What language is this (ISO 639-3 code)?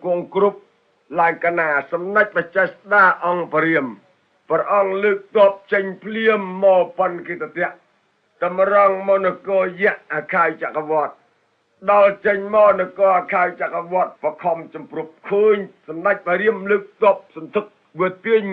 khm